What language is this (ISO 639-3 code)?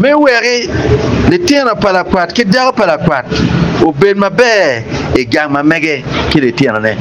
ach